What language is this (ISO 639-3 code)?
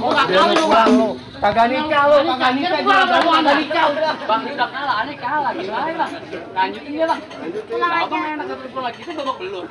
bew